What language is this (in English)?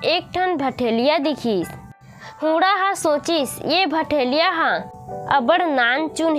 Chhattisgarhi